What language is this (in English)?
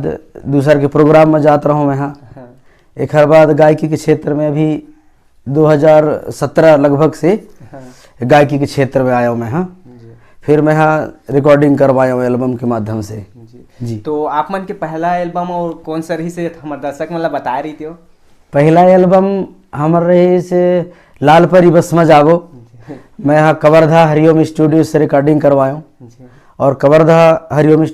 Chhattisgarhi